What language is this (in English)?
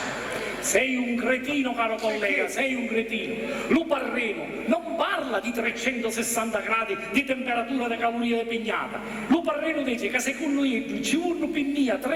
Sicilian